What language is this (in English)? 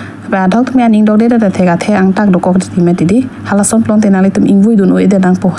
Karbi